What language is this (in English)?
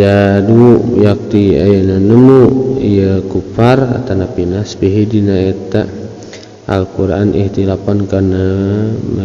Sundanese